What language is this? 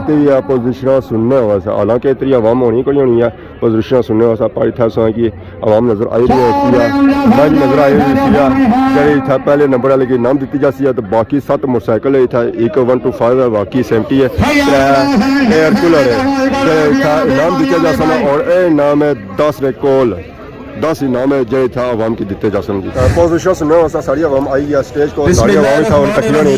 Pahari-Potwari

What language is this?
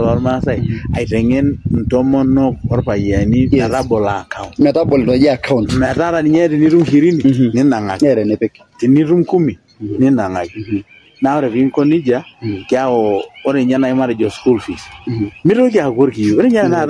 Masai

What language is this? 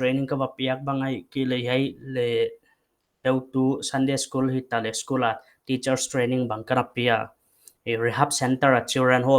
Paite Chin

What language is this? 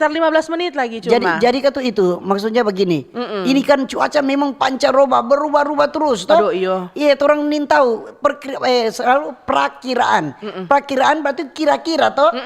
Manado Malay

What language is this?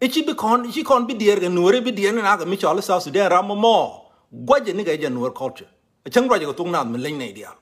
Nuer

